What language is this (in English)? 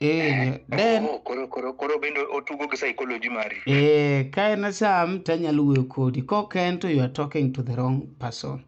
Luo (Kenya and Tanzania)